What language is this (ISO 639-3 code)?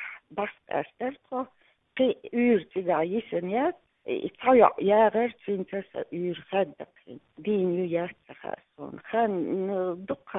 che